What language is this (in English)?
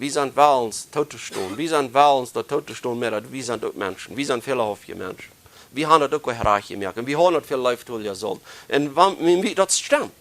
Plautdietsch